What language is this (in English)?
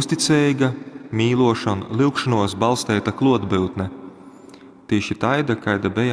Latgalian